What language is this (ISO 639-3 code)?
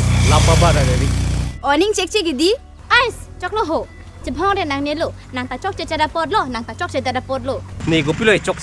mjw